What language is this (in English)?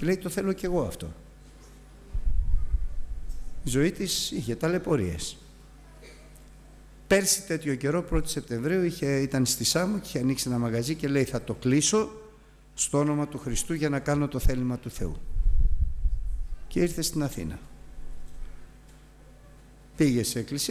Greek